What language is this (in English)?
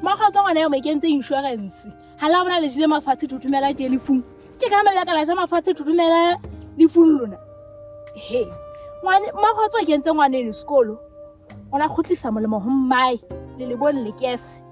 Southern Sotho